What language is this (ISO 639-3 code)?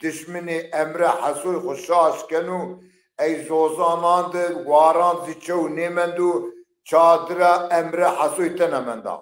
zza